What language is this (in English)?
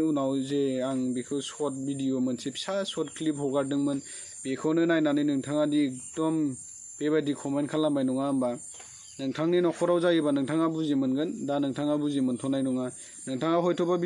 Bodo